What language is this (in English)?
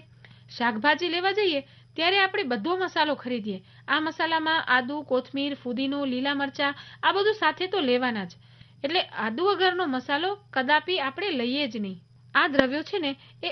Gujarati